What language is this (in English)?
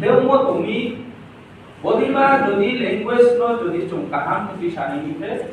Riang (India)